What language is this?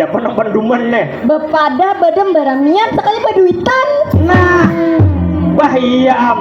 Banjar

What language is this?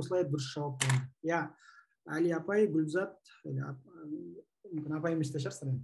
Kazakh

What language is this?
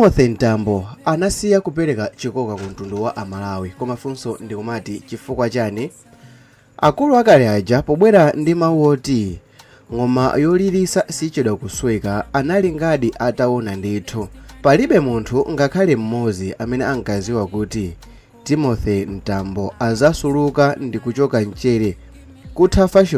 Nyanja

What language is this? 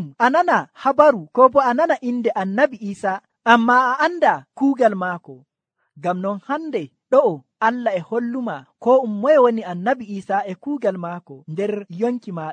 Nigerian Fulfulde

